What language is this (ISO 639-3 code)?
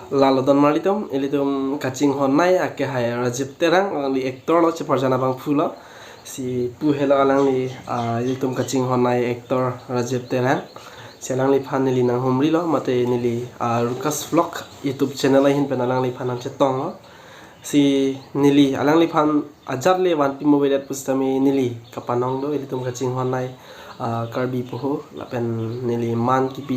mjw